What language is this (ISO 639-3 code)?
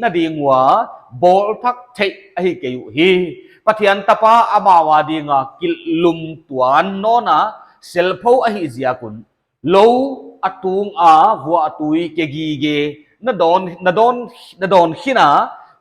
pck